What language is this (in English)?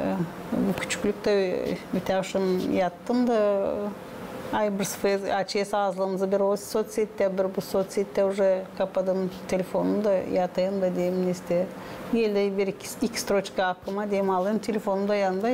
Gagauz